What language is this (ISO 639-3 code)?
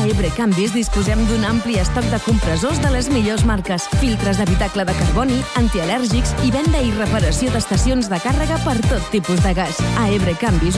cat